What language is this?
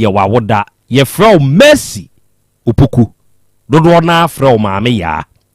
Akan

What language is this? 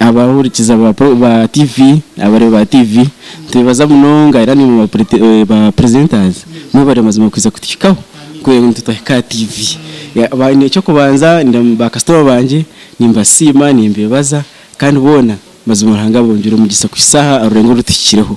Nyankole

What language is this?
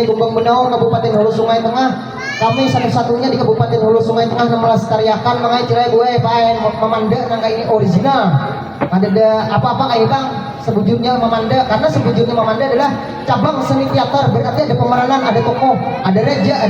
Banjar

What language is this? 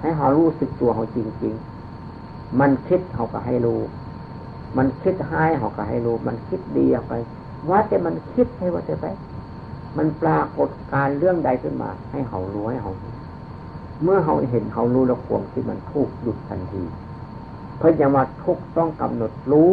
Northeastern Thai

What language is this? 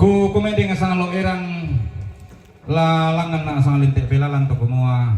Toraja-Sa'dan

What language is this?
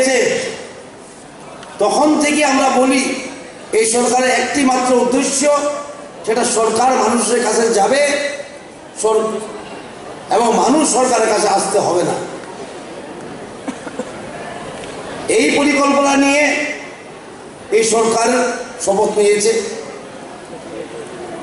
Bangla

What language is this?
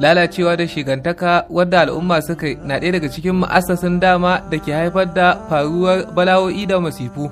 Hausa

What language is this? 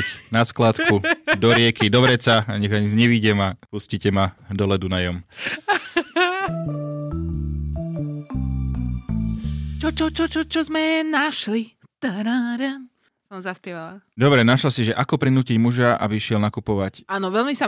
Slovak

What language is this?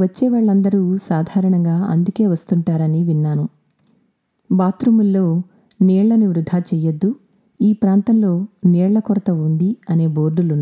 Telugu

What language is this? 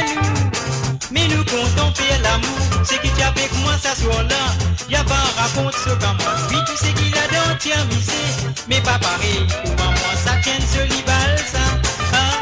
Morisyen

